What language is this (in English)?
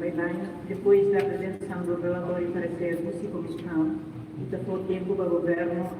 Tetum